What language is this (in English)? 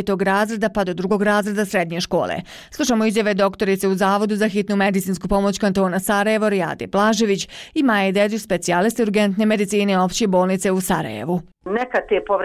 Bosnian